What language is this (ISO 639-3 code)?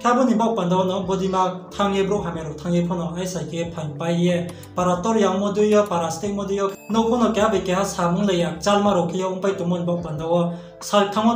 ria